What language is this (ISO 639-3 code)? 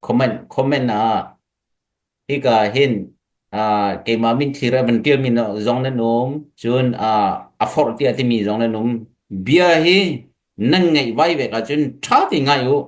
cfm